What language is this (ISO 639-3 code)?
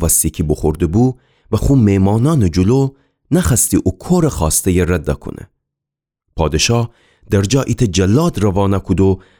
glk